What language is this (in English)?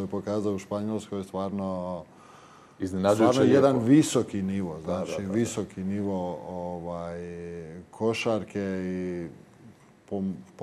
Croatian